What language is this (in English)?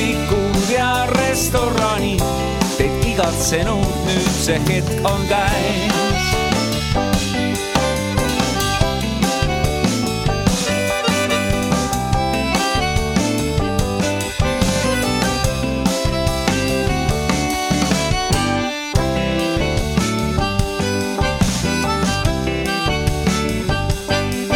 Estonian